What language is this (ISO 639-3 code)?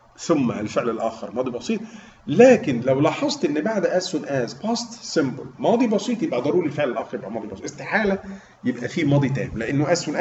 arz